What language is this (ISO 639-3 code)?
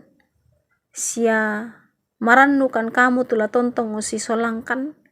sda